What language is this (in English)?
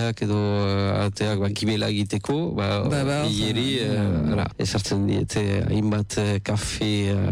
Basque